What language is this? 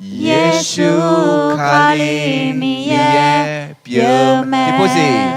Akha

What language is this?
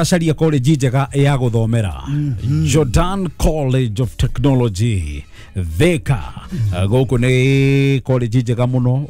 Kikuyu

